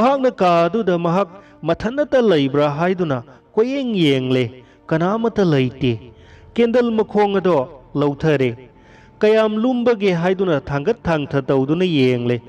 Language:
Manipuri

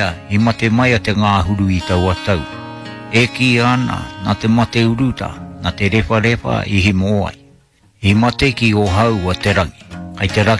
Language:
Māori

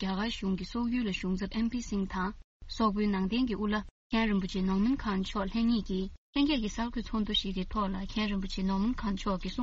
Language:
Tibetan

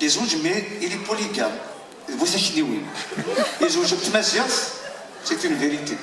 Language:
Kabyle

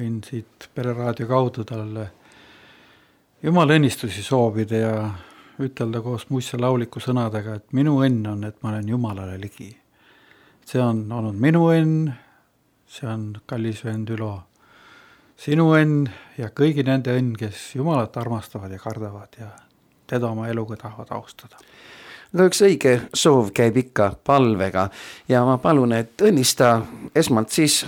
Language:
Estonian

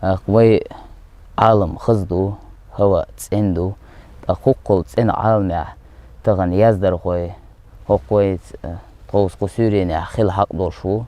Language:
Chechen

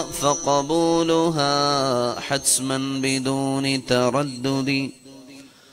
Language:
Malayalam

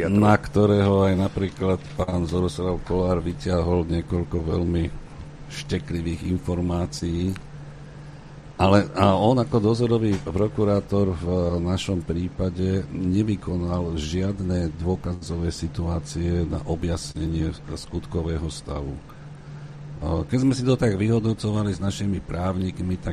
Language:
Slovak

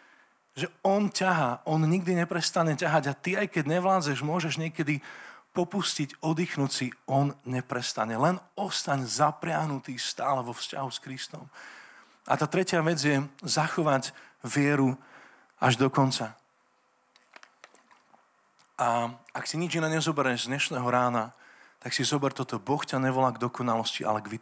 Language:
Slovak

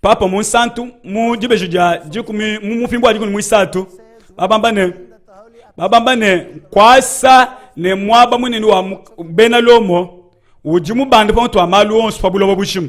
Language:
Luba-Lulua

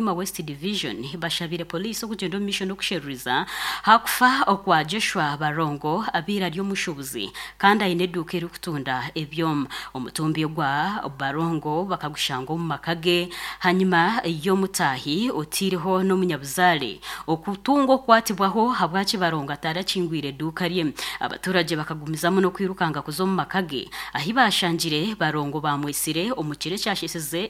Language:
Nyankole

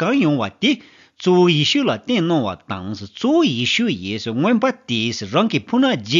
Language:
Tibetan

